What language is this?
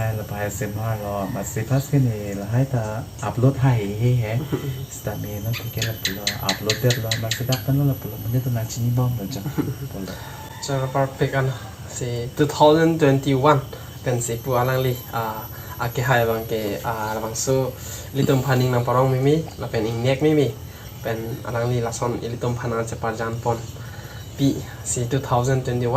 Karbi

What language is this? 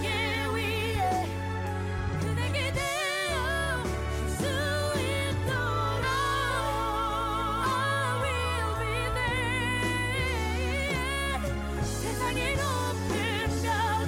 Korean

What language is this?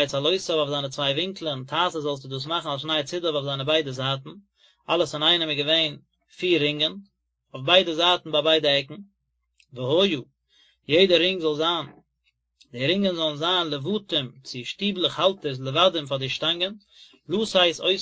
Yiddish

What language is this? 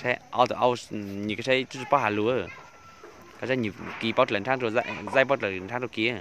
Hmong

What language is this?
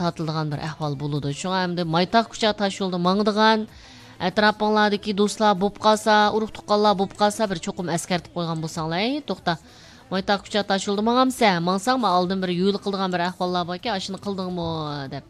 Uyghur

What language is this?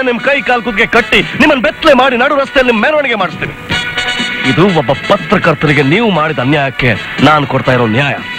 Kannada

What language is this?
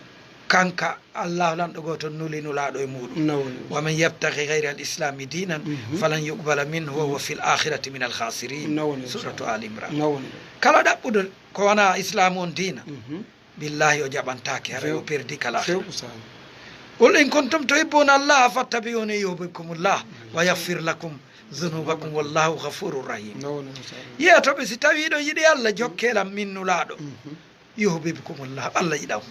Fula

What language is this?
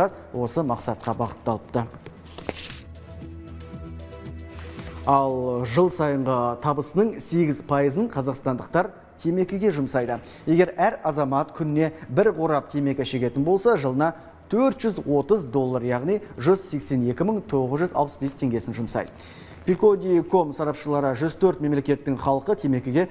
Kazakh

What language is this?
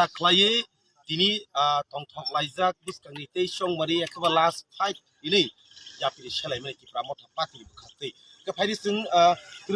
Kok Borok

